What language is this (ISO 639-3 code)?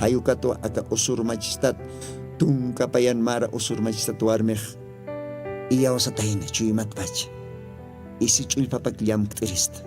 aym